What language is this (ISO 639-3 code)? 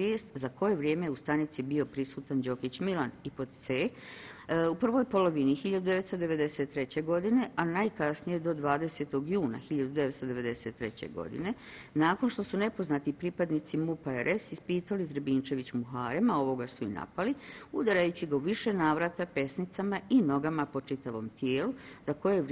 bos